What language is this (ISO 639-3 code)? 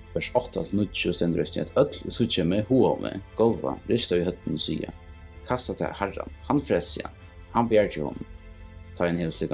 fao